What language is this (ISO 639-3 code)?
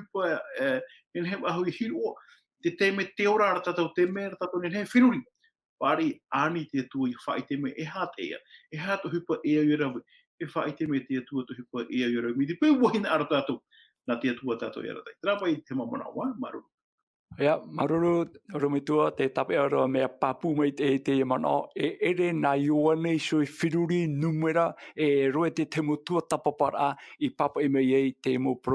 tah